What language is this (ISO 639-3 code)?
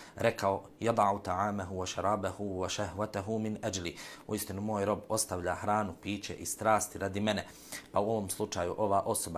srp